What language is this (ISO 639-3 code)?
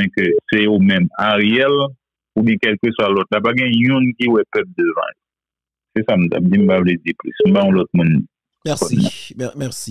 hat